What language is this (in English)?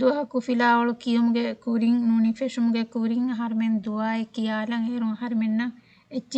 Divehi